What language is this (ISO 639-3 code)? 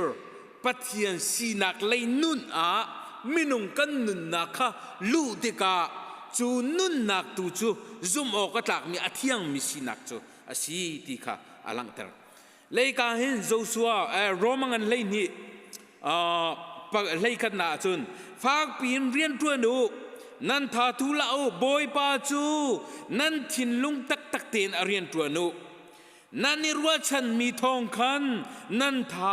cnh